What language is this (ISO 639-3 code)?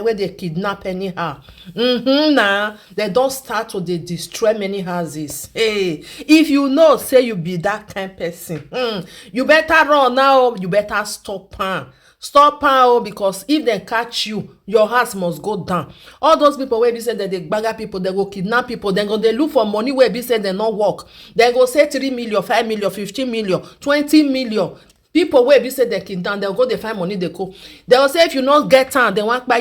pcm